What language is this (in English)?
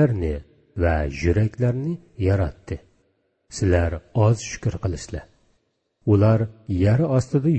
Uyghur